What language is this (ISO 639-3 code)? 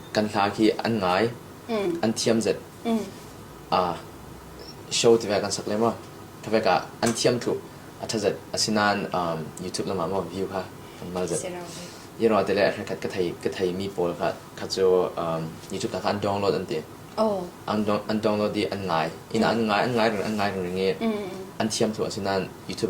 cfm